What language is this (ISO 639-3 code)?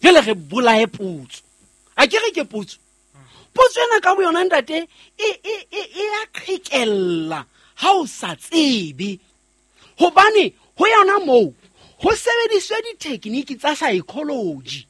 sot